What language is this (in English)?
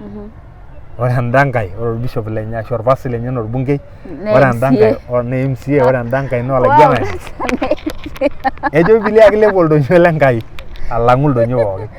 Masai